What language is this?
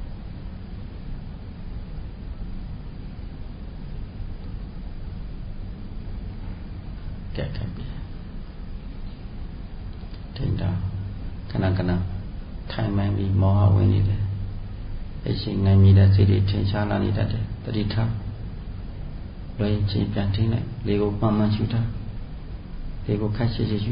Burmese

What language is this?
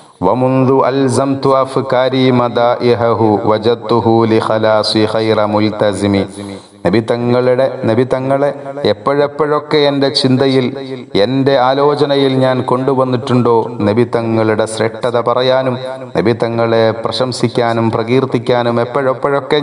Malayalam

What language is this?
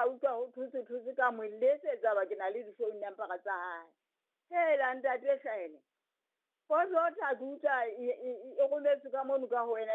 Southern Sotho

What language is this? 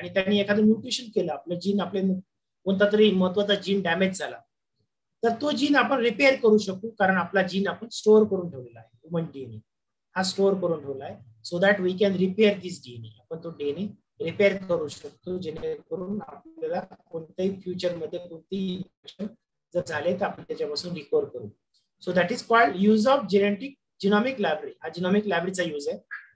Marathi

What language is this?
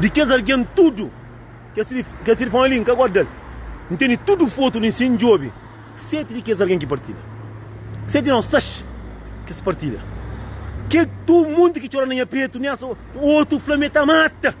Kabuverdianu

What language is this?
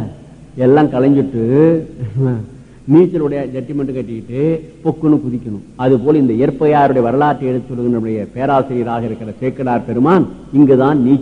Tamil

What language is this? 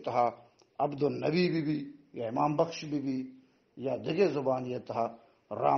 Baluchi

